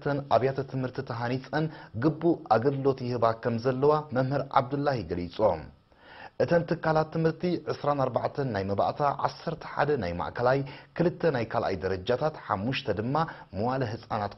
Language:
Tigrinya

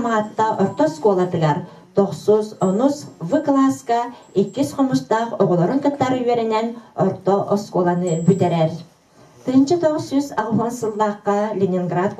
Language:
Yakut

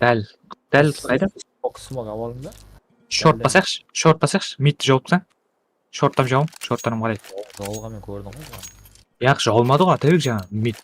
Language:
Kara-Kalpak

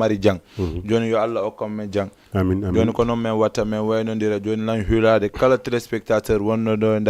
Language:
Fula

